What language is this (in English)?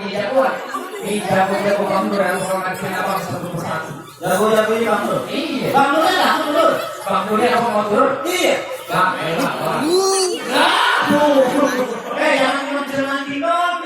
Betawi